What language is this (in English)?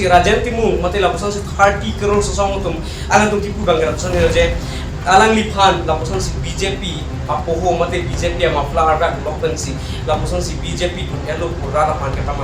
Karbi